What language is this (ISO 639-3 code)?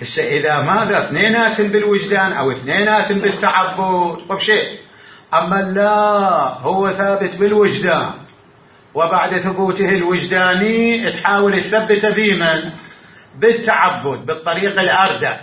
acm